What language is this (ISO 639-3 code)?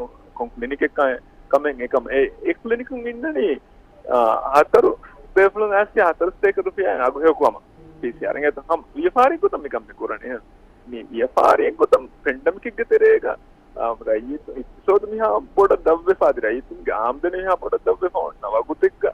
div